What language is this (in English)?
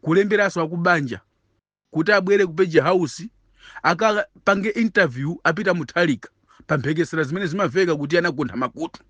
Nyanja